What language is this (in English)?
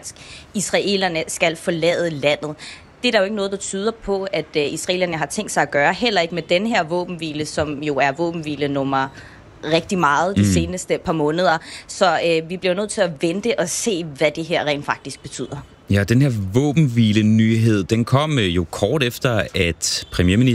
Danish